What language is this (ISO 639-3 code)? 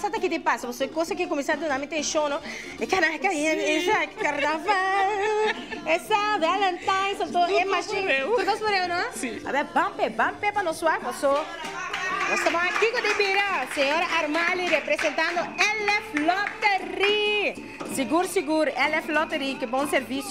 pap